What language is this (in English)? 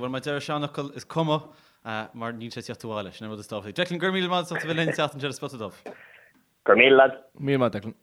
Irish